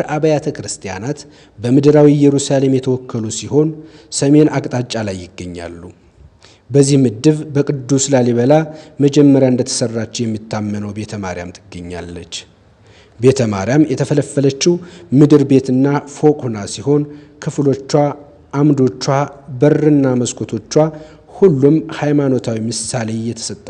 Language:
Amharic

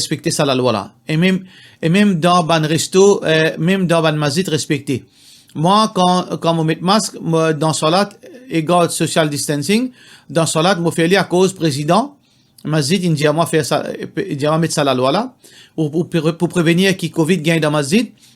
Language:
Morisyen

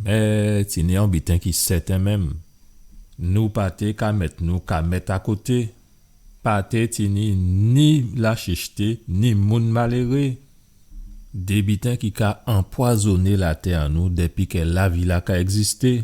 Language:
Guadeloupean Creole French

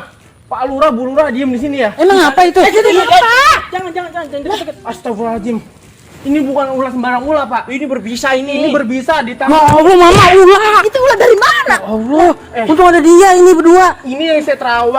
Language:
Betawi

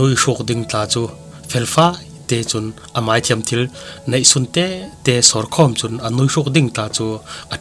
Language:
Falam Chin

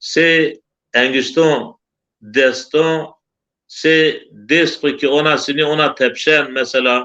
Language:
Zaza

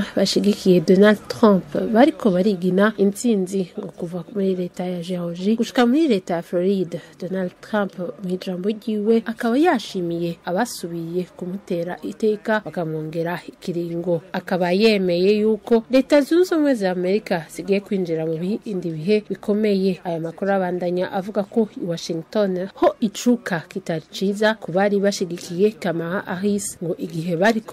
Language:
Rundi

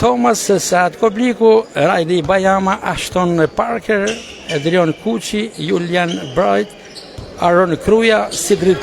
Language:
Albanian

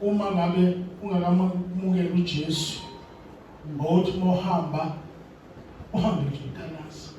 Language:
Zulu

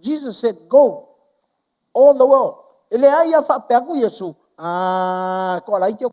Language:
Samoan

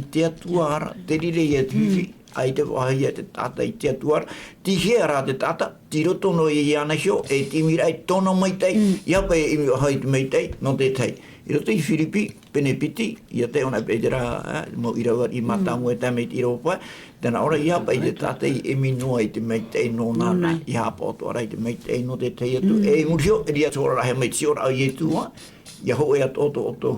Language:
Tahitian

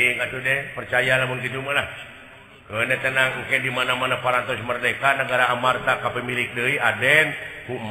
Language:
Sundanese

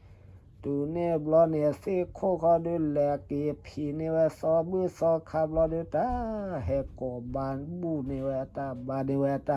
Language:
S'gaw Karen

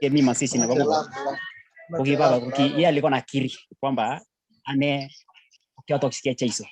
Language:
Kalenjin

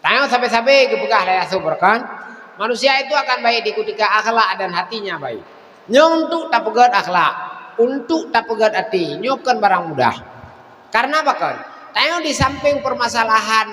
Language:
Achinese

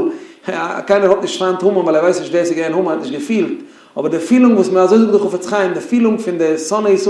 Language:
Yiddish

